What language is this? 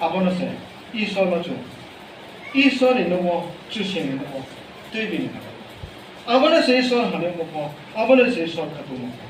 Riang (India)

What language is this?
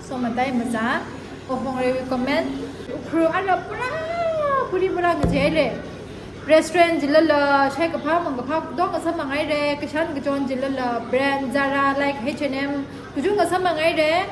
Tangkhul Naga (India)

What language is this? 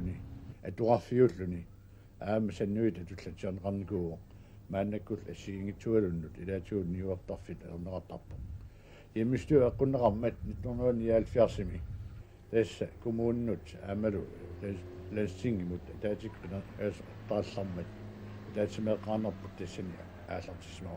Kalaallisut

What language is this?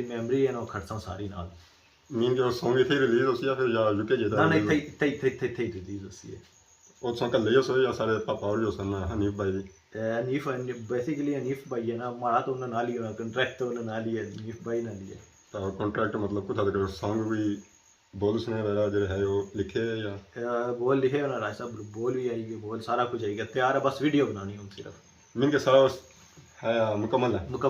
Pahari-Potwari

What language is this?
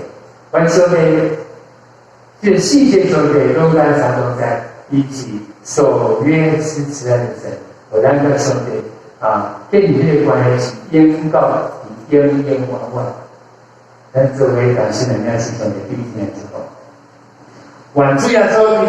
Min Nan Chinese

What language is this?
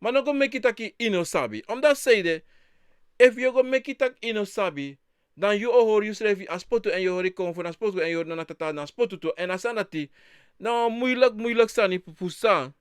Sranan Tongo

